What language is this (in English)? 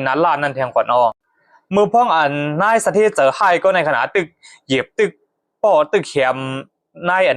Shan